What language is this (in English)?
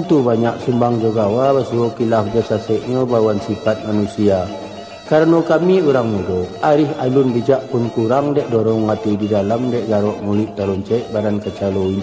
Minangkabau